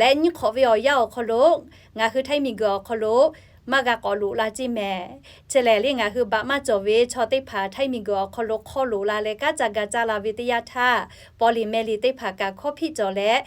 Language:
Lahu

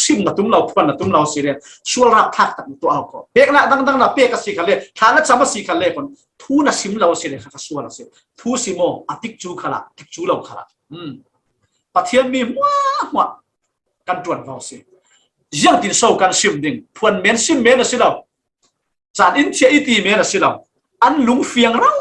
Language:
Falam Chin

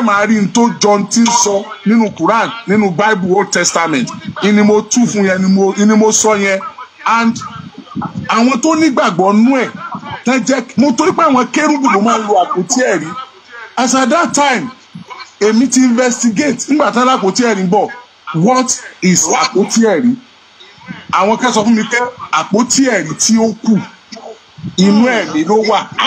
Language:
Yoruba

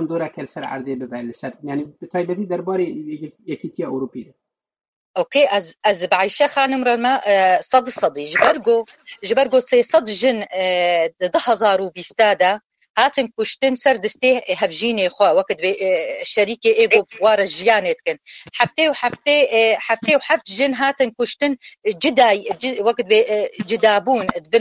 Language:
Kurdish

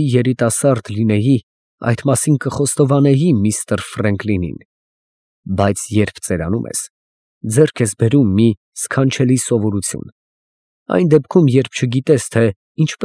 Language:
Armenian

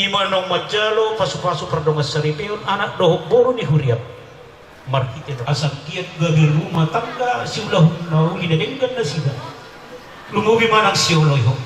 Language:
Batak Toba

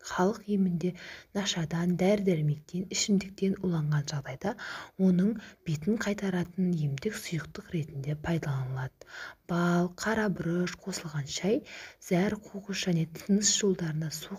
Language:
Kazakh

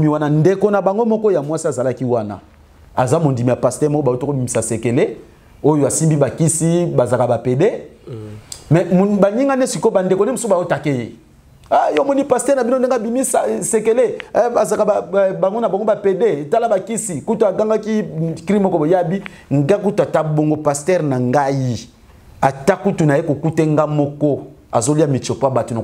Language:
Lingala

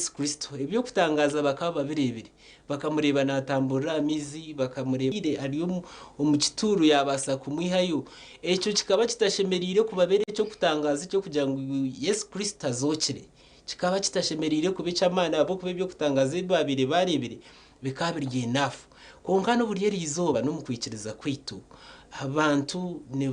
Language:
Nyankole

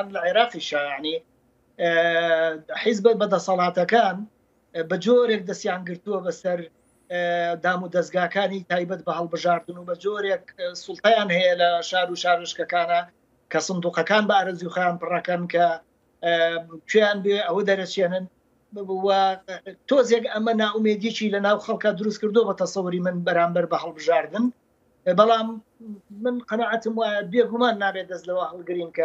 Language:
Central Kurdish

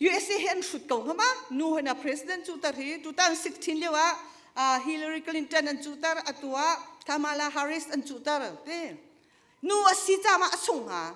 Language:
Hakha Chin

